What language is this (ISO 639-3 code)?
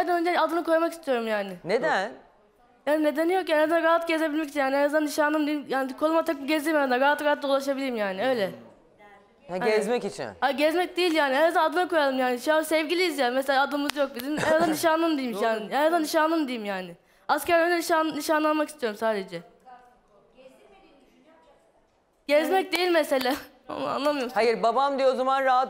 tur